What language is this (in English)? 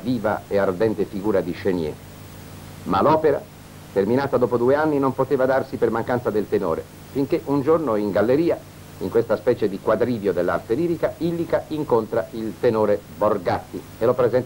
Italian